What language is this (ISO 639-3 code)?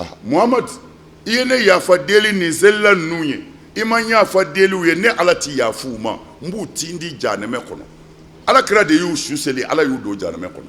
bam